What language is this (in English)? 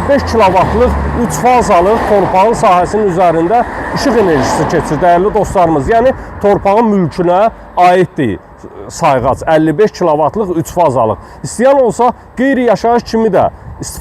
Azerbaijani